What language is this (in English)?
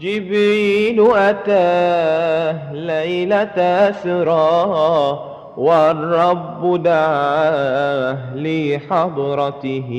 Madurese